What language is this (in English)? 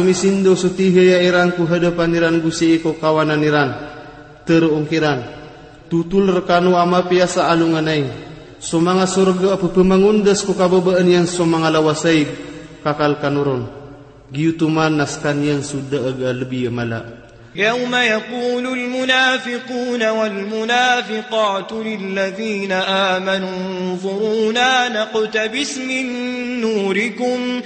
Maranao